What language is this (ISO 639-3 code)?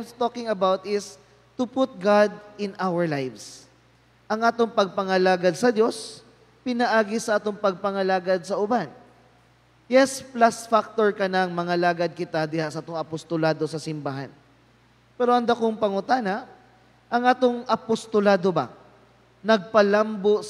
ceb